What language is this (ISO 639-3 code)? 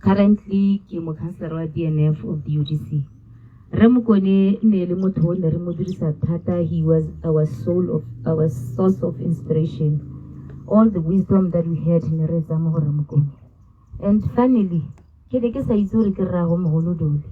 tsn